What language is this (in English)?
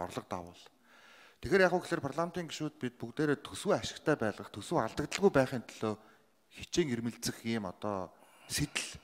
Mongolian